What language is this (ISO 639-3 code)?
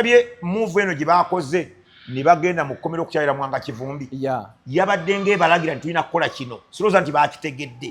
lug